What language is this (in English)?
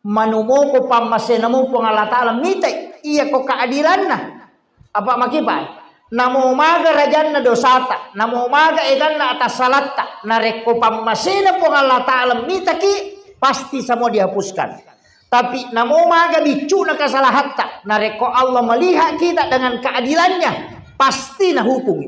Buginese